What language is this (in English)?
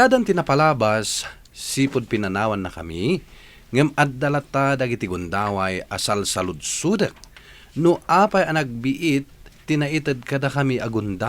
Iloko